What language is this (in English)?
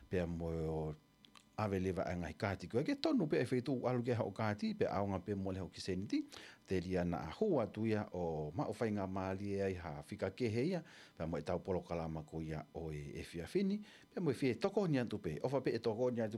Tongan